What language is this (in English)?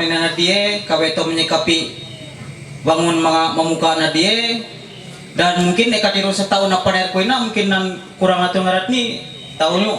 Ma'anyan